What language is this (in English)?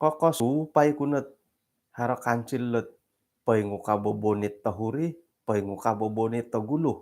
Central Dusun